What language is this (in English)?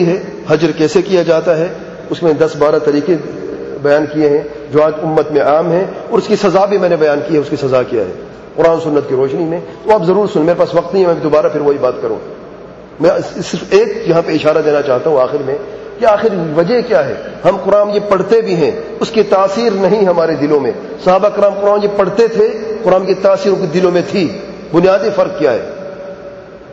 Urdu